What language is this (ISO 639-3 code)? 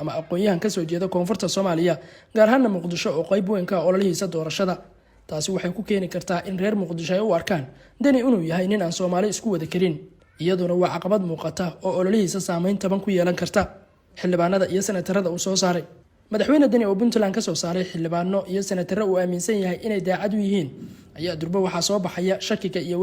som